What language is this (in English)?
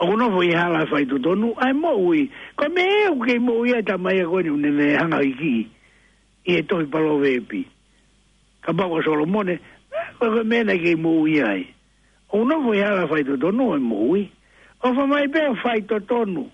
Tongan